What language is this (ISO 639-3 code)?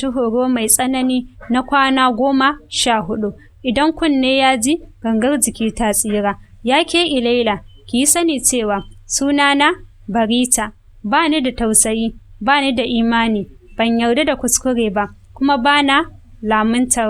hau